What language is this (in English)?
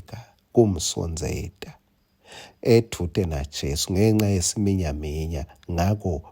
Swati